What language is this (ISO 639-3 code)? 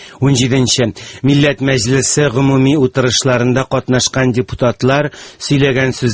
tat